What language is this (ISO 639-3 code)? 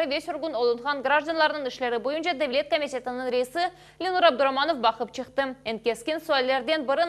crh